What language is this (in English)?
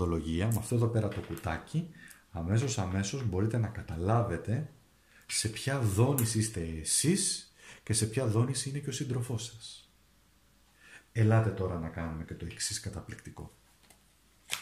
Greek